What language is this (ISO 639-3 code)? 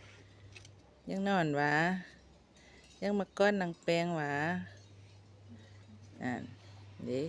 lao